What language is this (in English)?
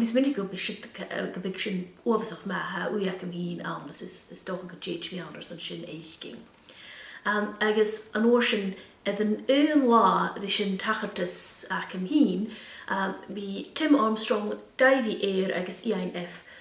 Scottish Gaelic